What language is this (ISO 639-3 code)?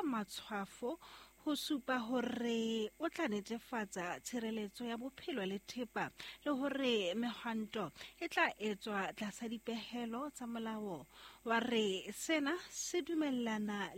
sot